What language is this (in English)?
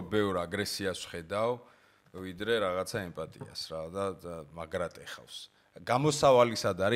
Georgian